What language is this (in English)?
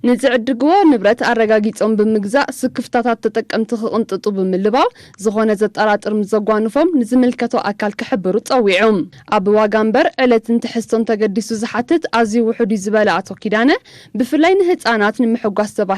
Tigrinya